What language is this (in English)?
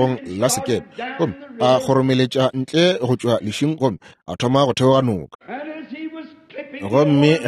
Northern Sotho